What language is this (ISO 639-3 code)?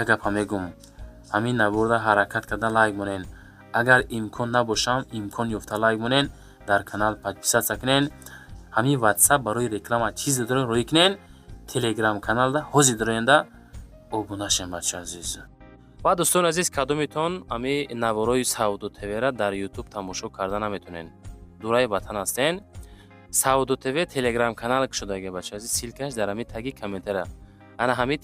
tgk